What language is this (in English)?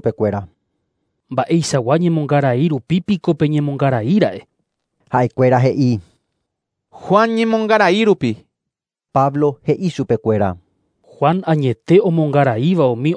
Guarani